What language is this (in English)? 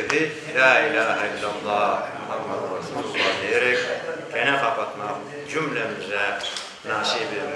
Crimean Tatar